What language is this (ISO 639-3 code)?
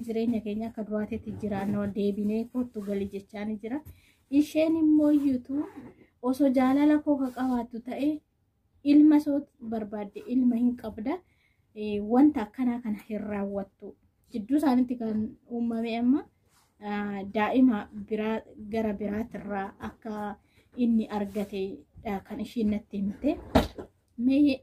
orm